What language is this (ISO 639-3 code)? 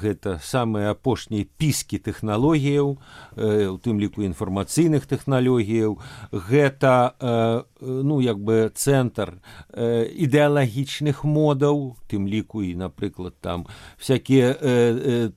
bel